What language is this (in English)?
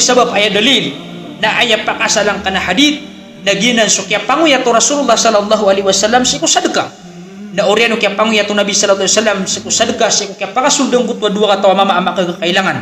Maranao